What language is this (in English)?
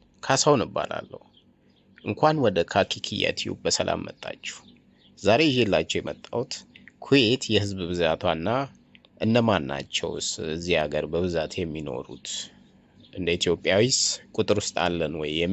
Amharic